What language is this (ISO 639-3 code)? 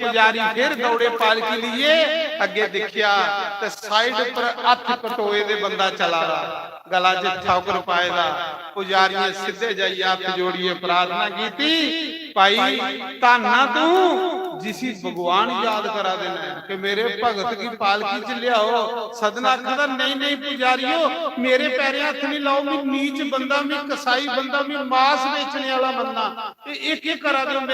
doi